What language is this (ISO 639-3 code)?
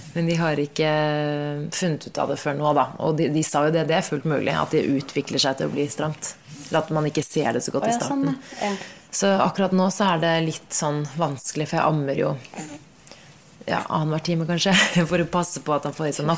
nor